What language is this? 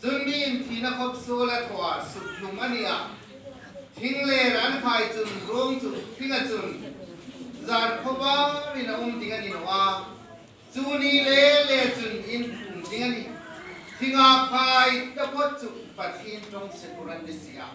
Hmar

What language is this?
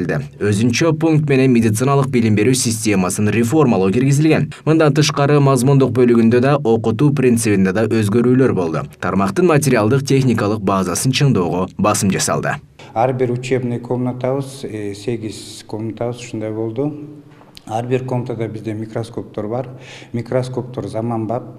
Kyrgyz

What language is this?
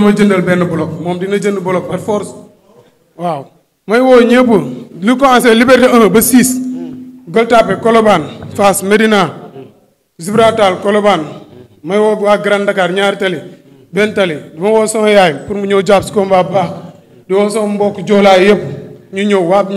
Wolof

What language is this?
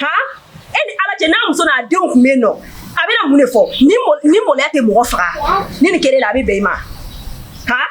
Bambara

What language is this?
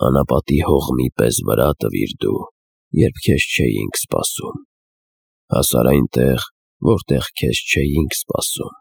Armenian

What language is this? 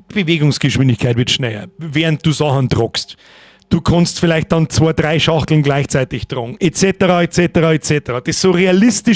Bavarian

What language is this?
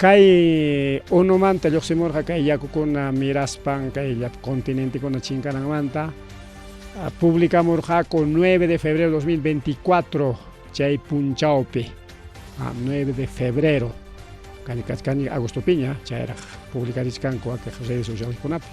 Ayacucho Quechua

